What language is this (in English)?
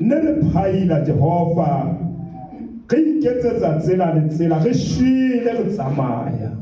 Zulu